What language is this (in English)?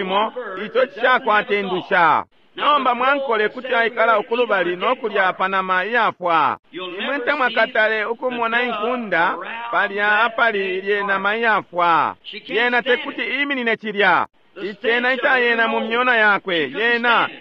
Bemba